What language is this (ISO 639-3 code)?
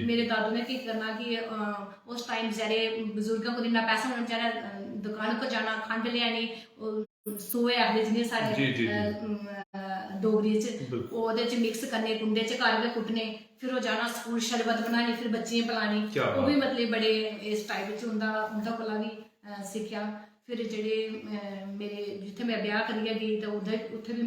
doi